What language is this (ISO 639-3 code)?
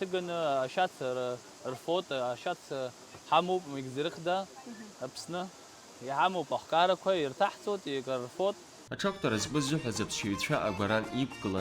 abk